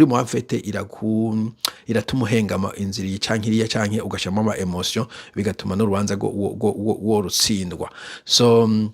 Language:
Rundi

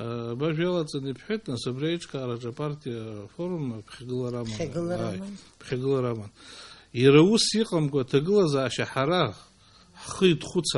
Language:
Abkhazian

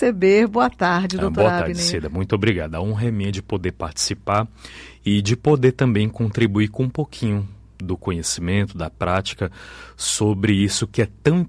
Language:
Portuguese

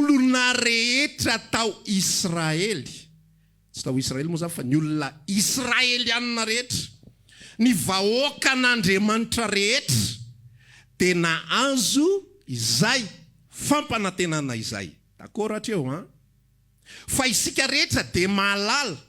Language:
Malagasy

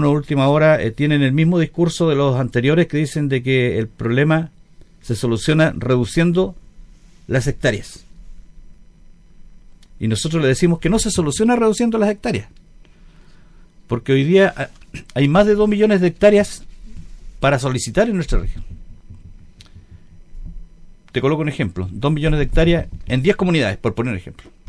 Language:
Spanish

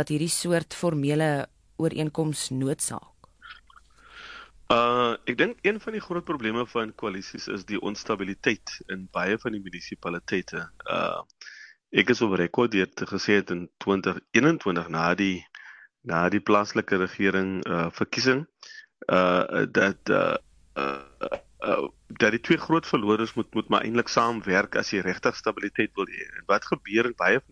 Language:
Afrikaans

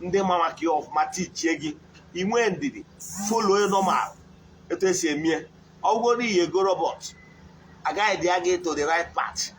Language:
Igbo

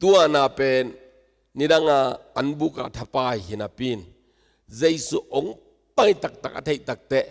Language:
Tedim Chin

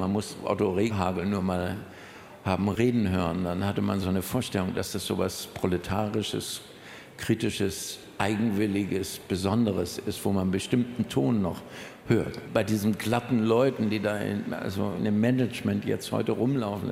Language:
German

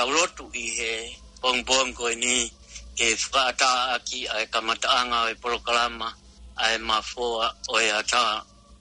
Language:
Tongan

